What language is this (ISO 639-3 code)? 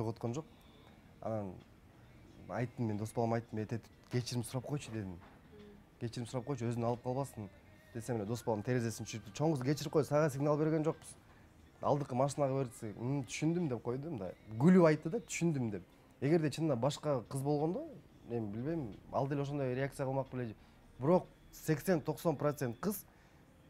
kir